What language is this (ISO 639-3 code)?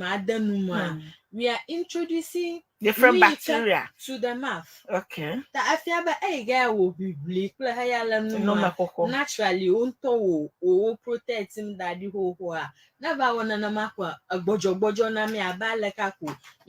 ewe